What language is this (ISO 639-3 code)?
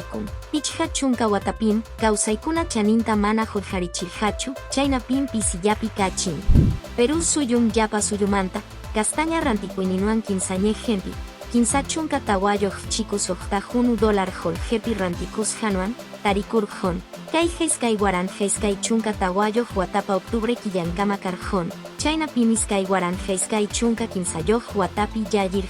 que